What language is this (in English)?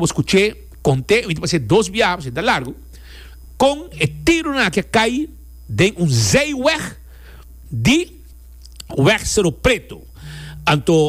Papiamento